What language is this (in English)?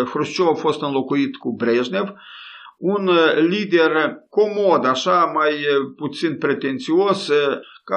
Romanian